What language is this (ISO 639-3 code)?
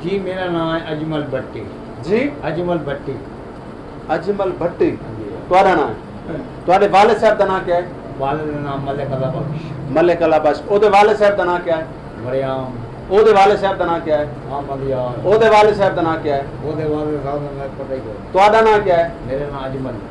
skr